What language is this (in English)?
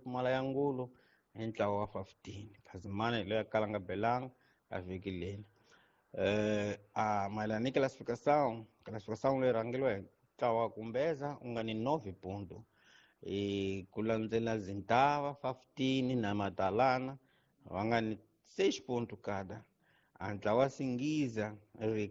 Tsonga